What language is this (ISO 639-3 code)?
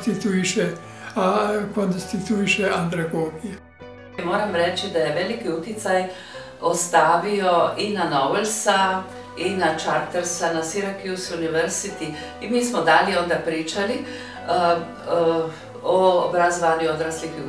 srp